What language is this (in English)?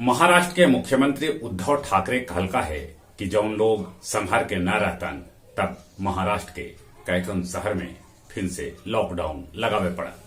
Magahi